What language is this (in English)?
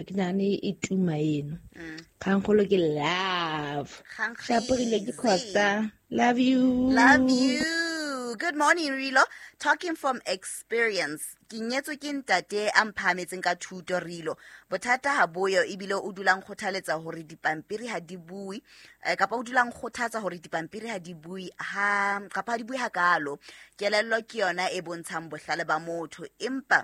Southern Sotho